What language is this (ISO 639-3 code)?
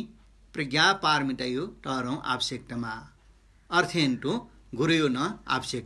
new